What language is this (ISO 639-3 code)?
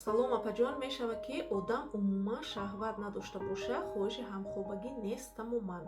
tgk